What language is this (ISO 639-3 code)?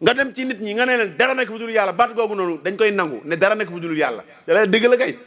wol